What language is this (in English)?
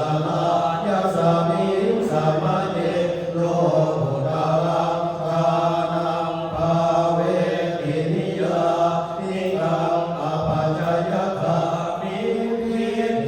Pali